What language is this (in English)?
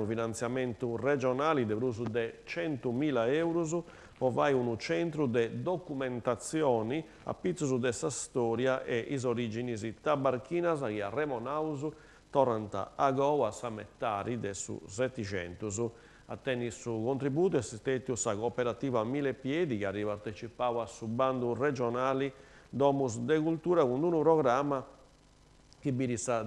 Sardinian